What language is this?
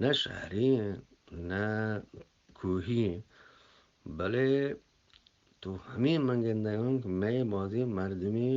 Eastern Balochi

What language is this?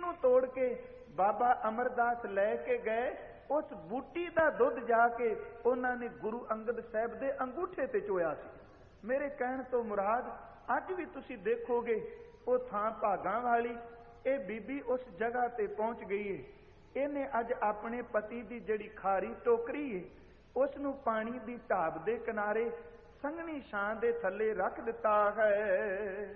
Punjabi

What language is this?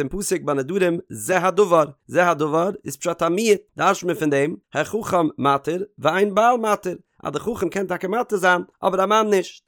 Yiddish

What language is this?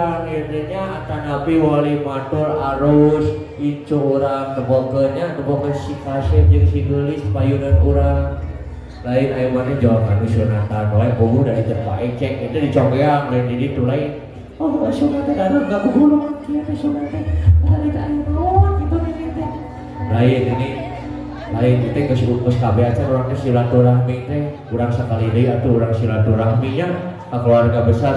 Sundanese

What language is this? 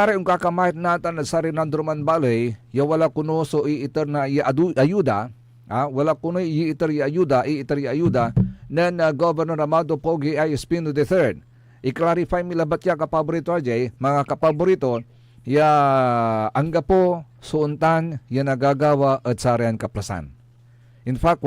Pangasinan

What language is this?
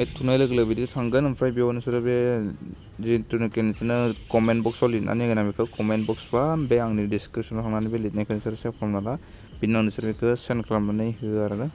Bodo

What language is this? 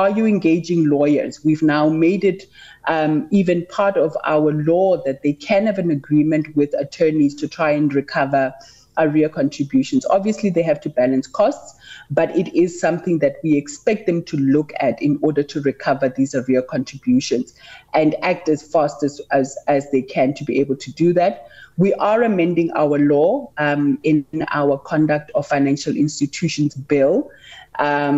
English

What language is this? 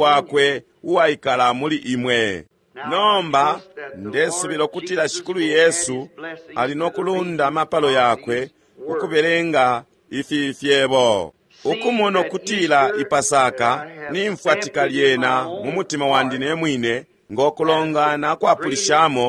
Bemba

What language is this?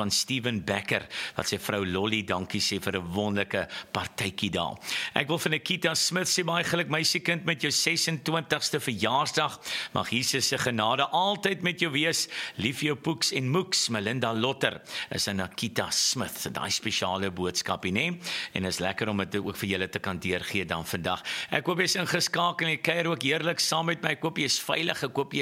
Afrikaans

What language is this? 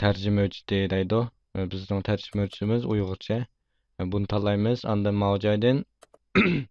Uyghur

